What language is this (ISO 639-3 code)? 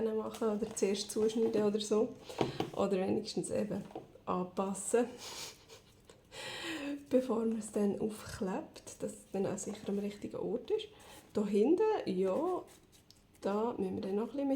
gsw